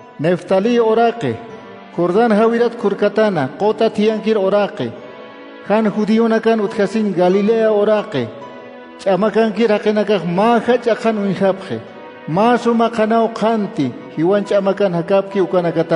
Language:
Aymara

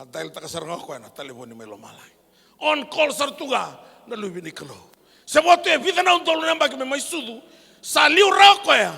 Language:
Fijian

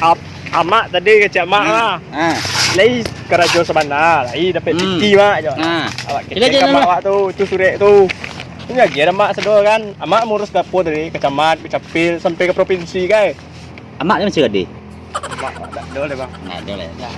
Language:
Minangkabau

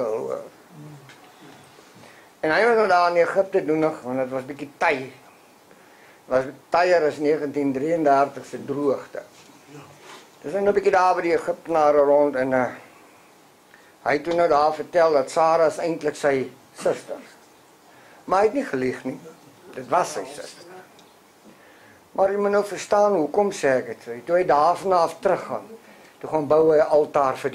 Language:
Afrikaans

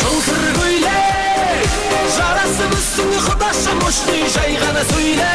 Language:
Kara-Kalpak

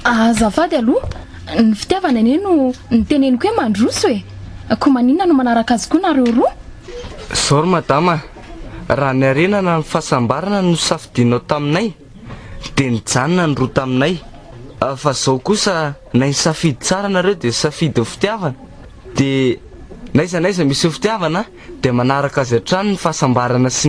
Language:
Malagasy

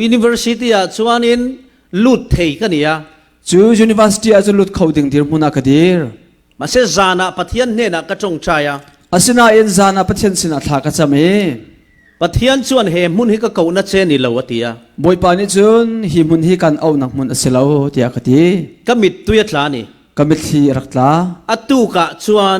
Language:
Falam Chin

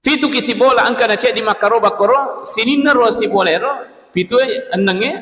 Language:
Buginese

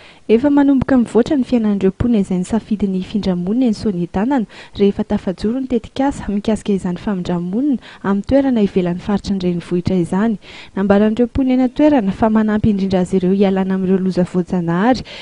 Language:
Malagasy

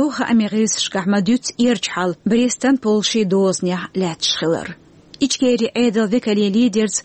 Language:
Chechen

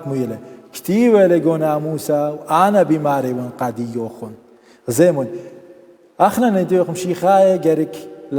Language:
Assyrian Neo-Aramaic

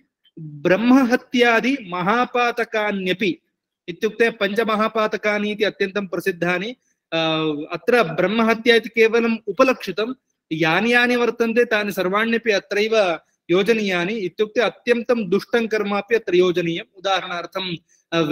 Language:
Sanskrit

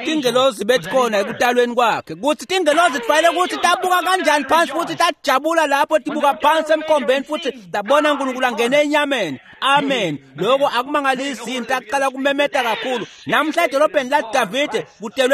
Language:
Swati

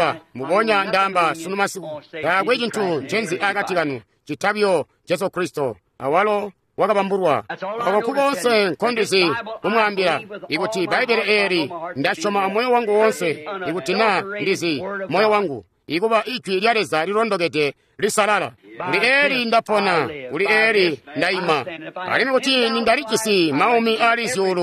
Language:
Tonga (Zambia)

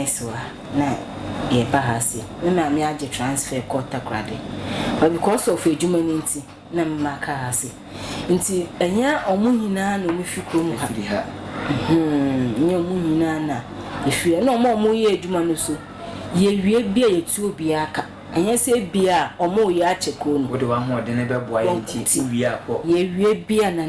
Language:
Akan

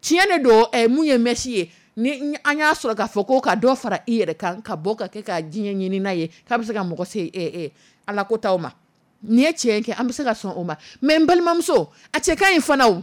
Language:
Dyula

